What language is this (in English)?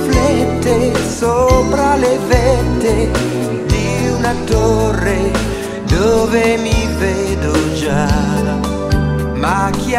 Italian